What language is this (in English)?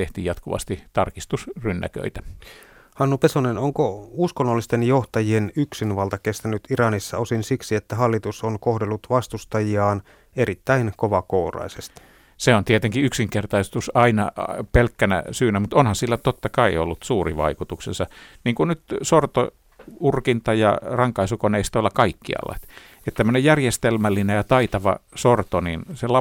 Finnish